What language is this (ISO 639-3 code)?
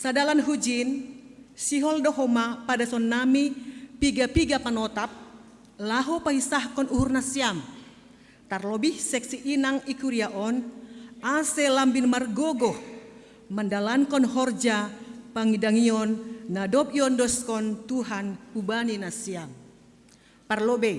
bts